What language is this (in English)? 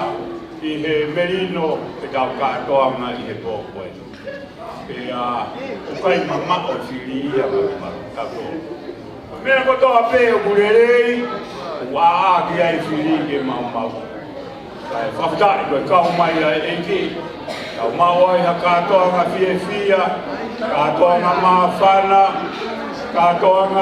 Tongan